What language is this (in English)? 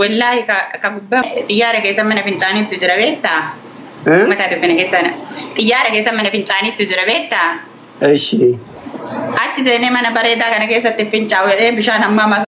Oromo